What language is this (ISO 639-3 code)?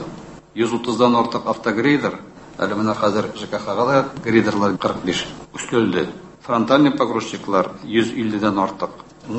tat